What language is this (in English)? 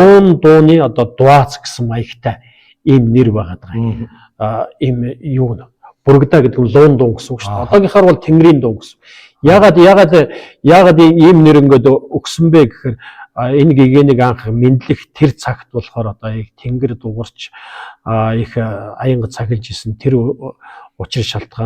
Mongolian